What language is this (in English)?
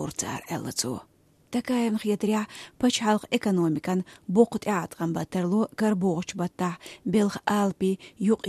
Chechen